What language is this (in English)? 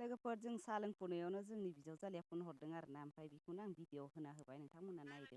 Bodo